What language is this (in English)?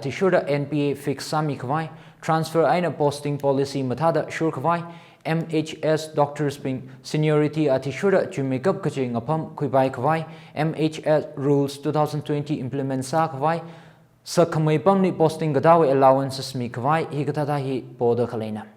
Tangkhul Naga (India)